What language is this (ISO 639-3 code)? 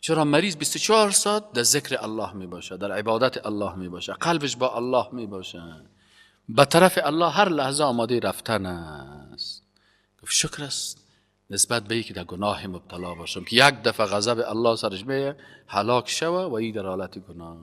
fas